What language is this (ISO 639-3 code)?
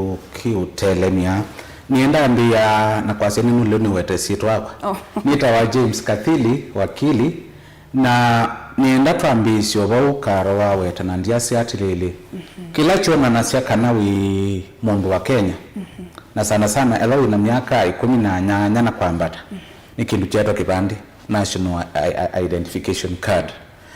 kam